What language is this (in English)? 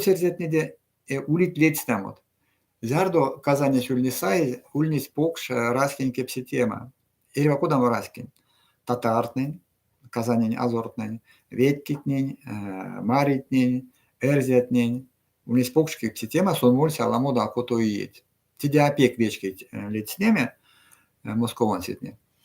Erzya